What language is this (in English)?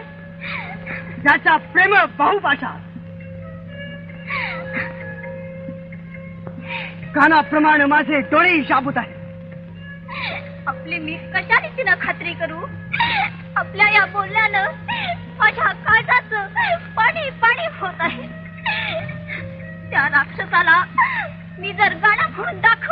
Marathi